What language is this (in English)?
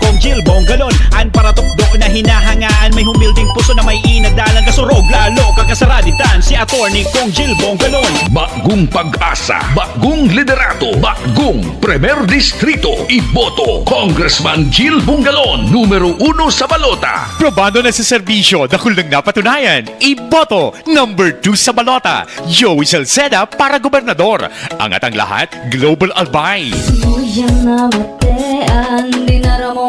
Bikol